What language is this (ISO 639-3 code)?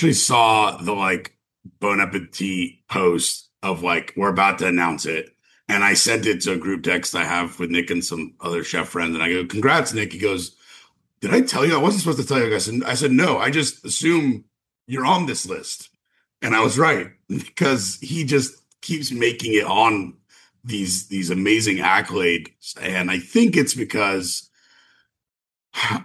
eng